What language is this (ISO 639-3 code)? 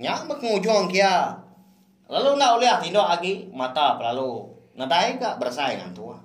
iba